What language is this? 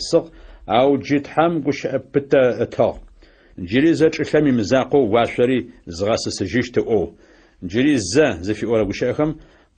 Adyghe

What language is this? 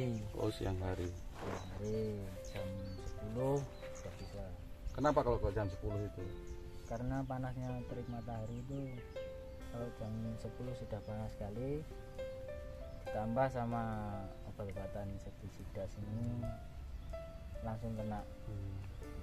Indonesian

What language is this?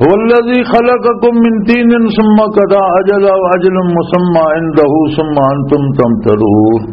Western Panjabi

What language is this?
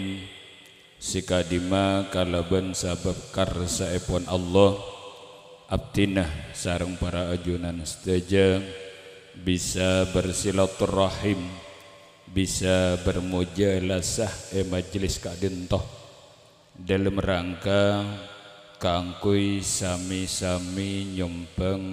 Madurese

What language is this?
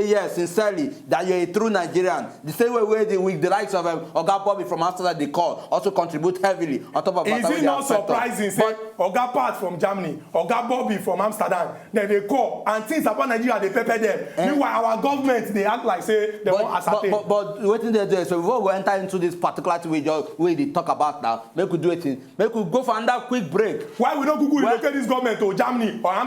Nigerian Pidgin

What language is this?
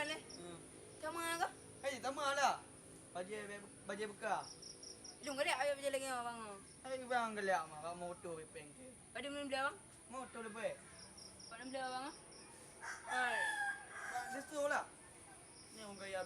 Achinese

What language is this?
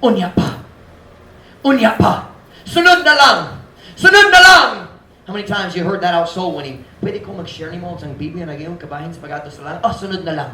Cebuano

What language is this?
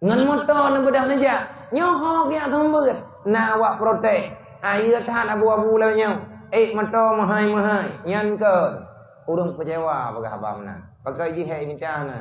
Achinese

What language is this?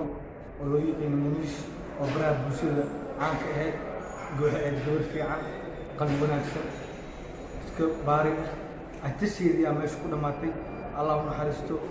Somali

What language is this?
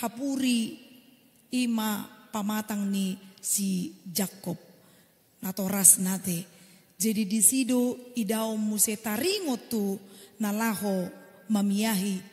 Batak Toba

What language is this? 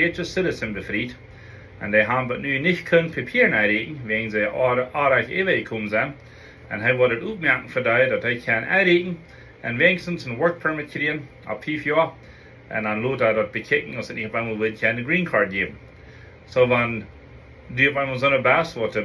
Plautdietsch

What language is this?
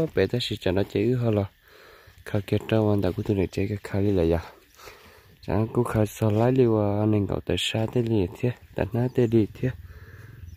Vietnamese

